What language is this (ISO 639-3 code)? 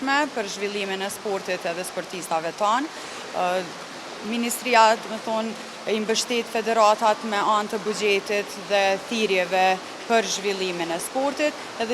sqi